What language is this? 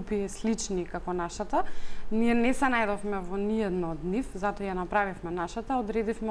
Macedonian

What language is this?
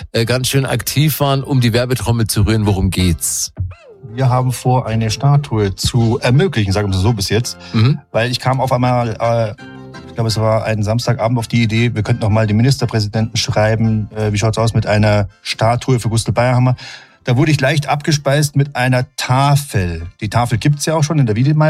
German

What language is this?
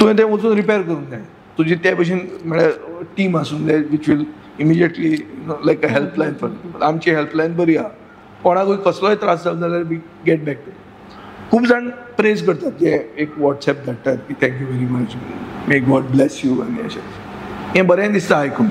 Konkani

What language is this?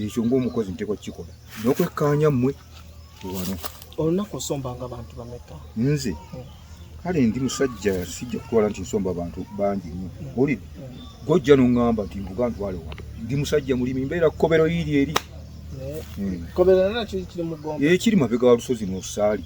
Ganda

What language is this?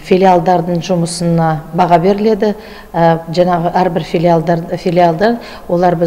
Kazakh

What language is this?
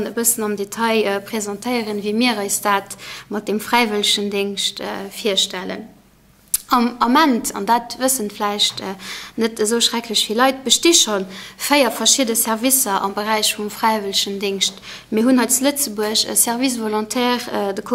Luxembourgish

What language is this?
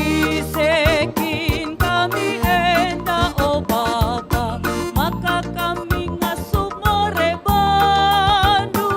Batak Karo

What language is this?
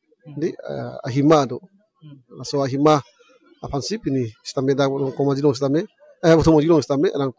Karbi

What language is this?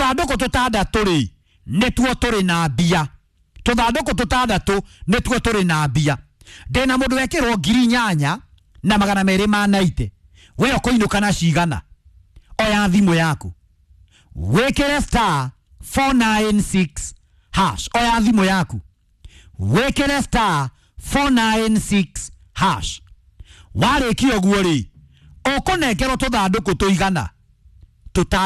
Kikuyu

